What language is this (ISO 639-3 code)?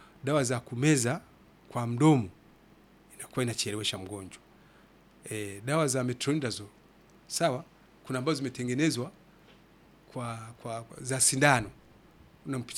swa